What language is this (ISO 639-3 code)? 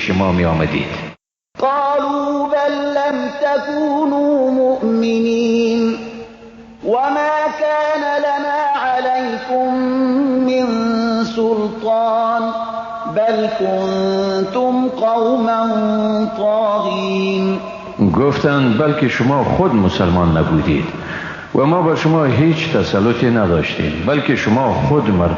fas